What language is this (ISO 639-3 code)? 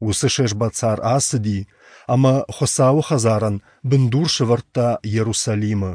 oss